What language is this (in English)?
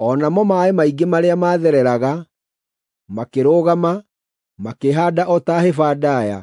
Kikuyu